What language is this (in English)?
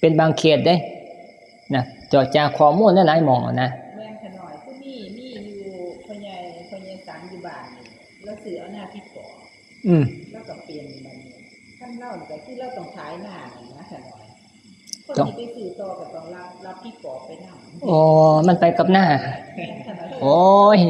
Northeastern Thai